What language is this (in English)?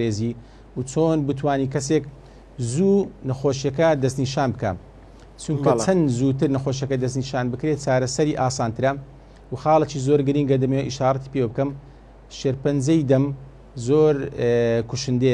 Central Kurdish